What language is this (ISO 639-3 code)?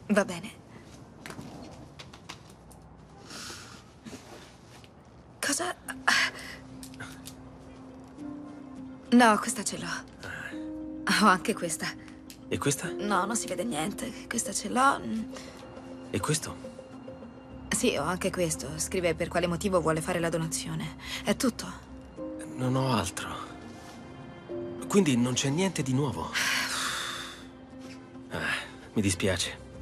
ita